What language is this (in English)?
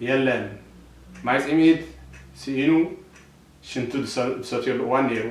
Tigrinya